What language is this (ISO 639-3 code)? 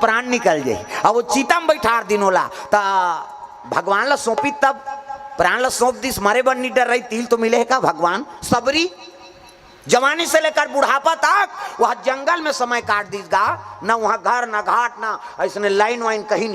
hne